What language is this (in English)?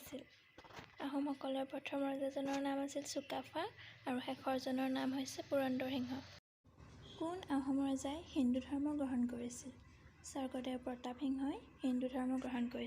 Assamese